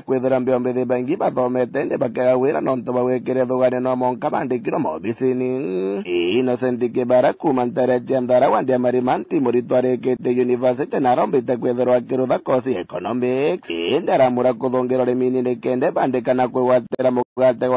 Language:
Meru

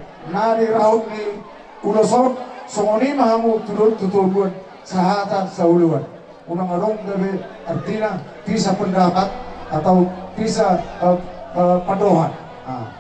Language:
Batak Toba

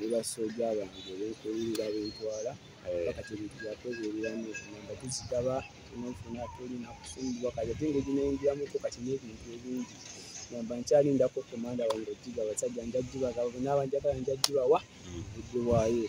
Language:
Ganda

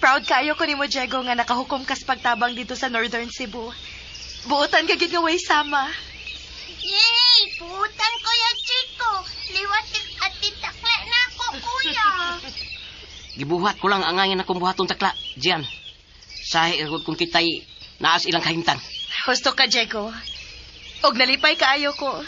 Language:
Cebuano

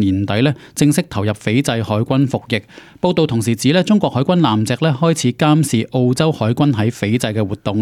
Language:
Cantonese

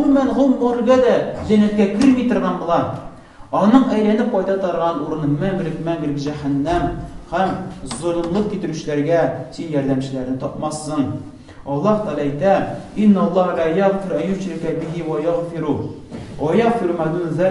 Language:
Tatar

